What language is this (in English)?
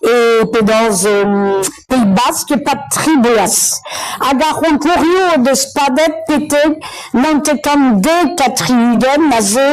Breton